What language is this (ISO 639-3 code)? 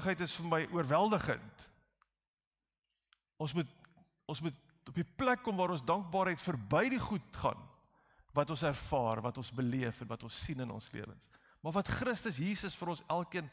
afr